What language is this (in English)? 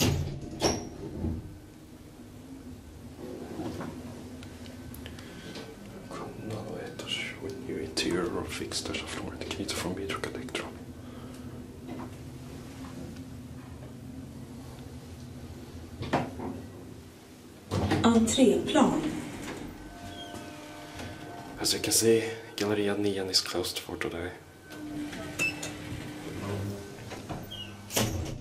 Swedish